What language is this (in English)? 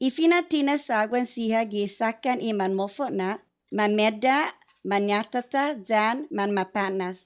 Chamorro